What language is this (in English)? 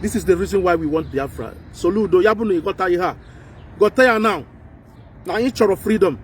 Nigerian Pidgin